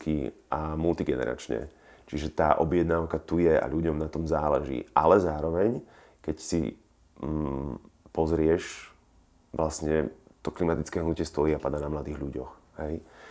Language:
Slovak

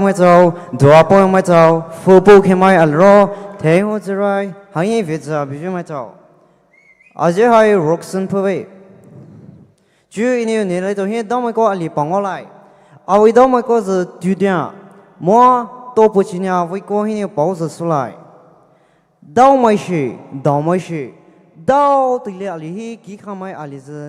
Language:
Poumei Naga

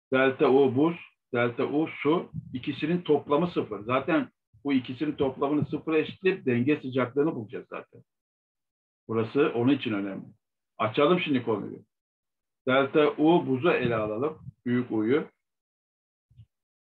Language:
Turkish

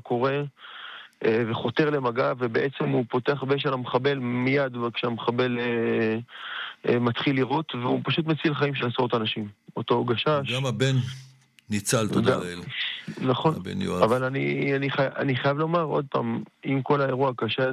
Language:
Hebrew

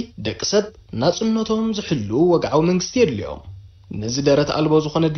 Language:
Tigrinya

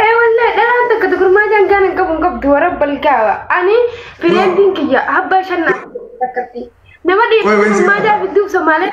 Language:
Oromo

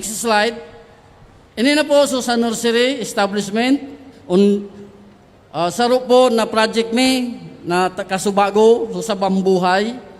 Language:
Bikol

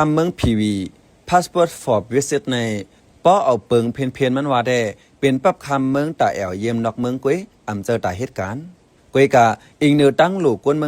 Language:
Shan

